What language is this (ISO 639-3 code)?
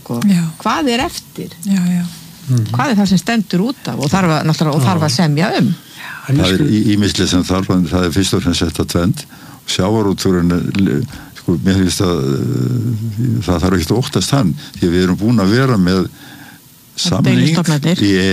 isl